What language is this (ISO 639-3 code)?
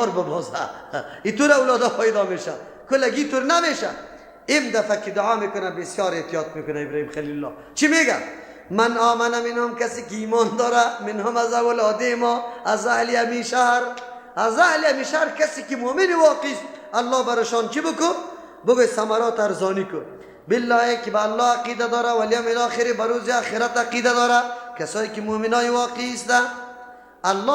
fas